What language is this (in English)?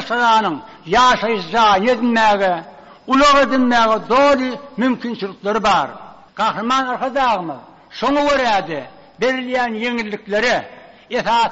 Turkmen